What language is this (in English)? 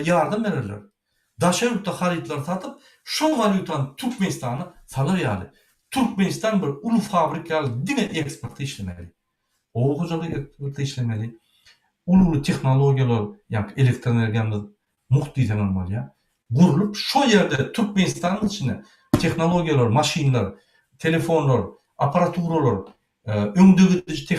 Turkmen